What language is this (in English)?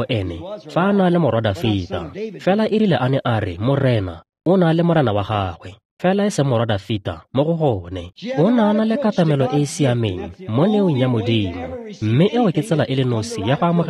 Tswana